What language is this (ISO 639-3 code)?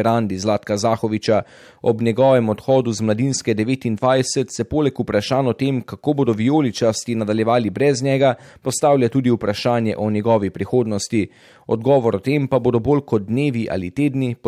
slv